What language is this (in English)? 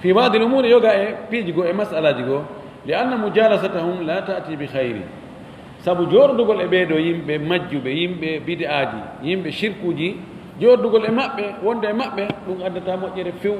Fula